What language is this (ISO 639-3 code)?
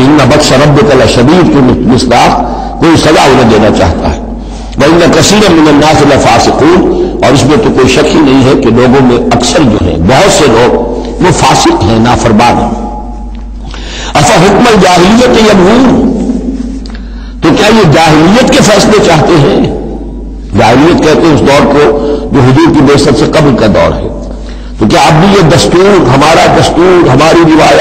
urd